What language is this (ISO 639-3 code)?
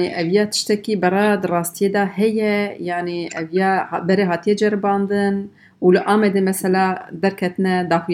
kur